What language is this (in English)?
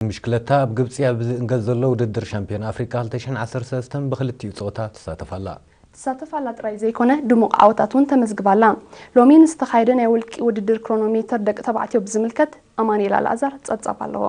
Tigrinya